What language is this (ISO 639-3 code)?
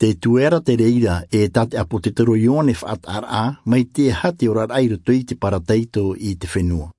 tah